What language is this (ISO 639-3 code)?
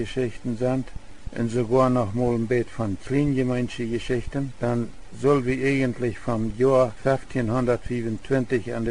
pdt